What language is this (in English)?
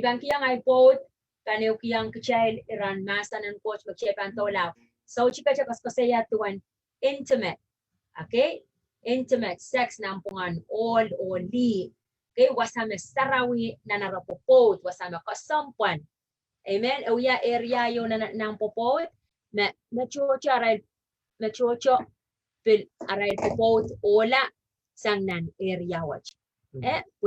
Pohnpeian